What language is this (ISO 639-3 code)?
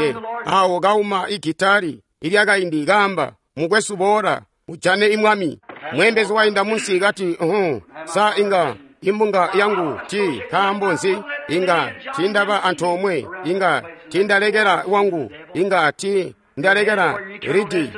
toi